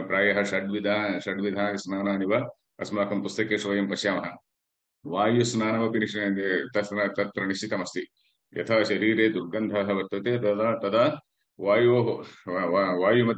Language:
Sanskrit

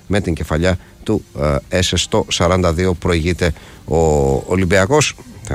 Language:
Greek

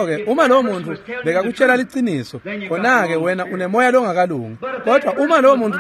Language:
Swati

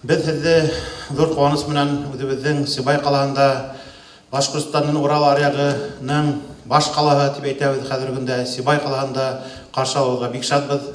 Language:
Bashkir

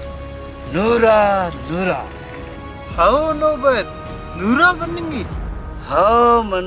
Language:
Brahui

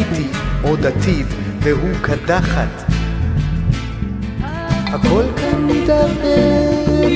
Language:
Hebrew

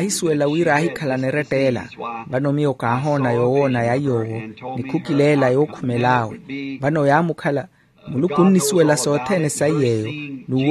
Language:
Makhuwa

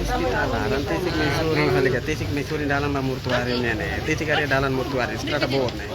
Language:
Tetum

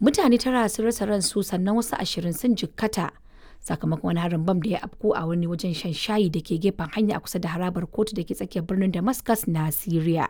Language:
Hausa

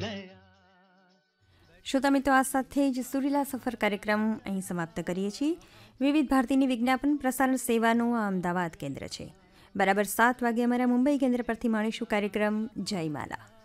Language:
Gujarati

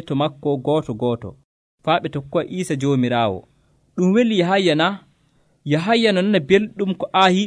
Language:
Nigerian Fulfulde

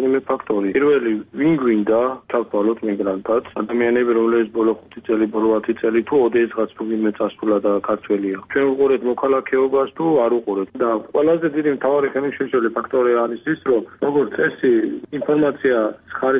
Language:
Georgian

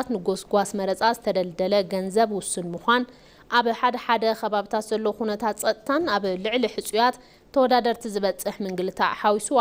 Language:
Tigrinya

